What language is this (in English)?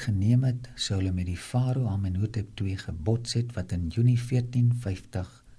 Afrikaans